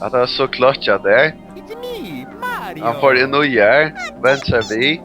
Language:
Faroese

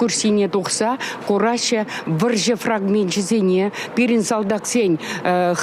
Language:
Chuvash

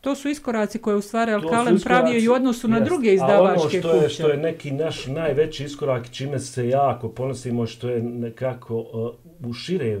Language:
Bosnian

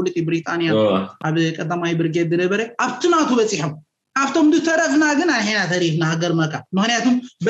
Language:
Tigrinya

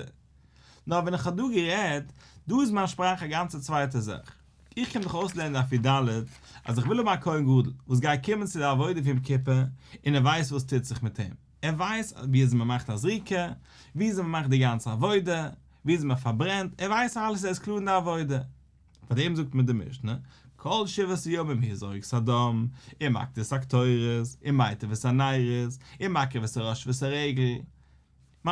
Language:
Yiddish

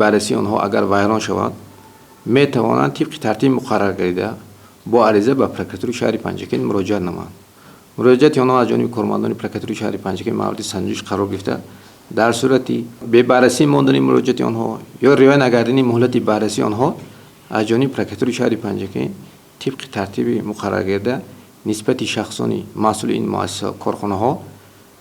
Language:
Tajik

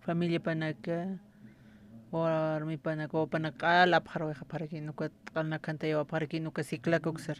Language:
Aymara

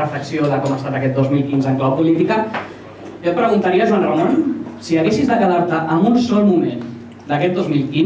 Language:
Catalan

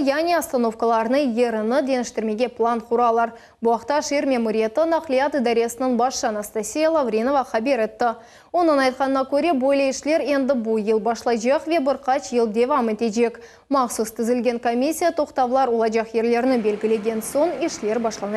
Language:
Crimean Tatar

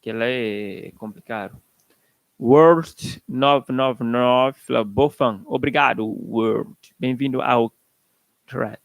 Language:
Kabuverdianu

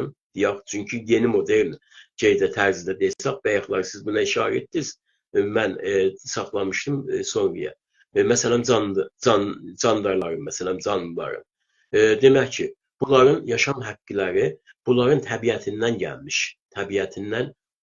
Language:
South Azerbaijani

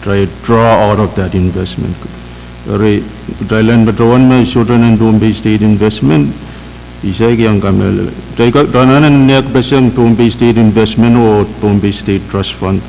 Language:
Pohnpeian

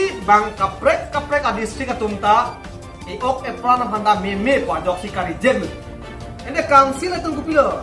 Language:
Karbi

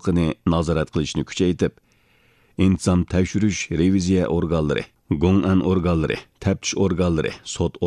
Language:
Uyghur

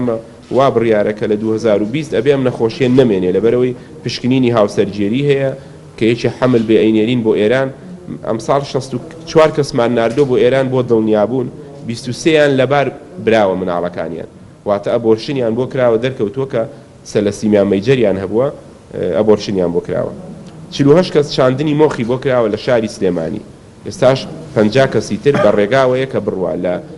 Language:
Central Kurdish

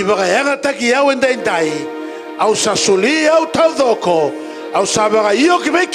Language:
Fijian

